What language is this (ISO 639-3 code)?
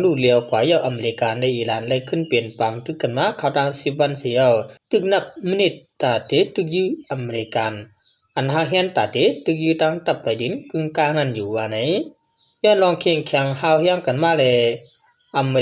shn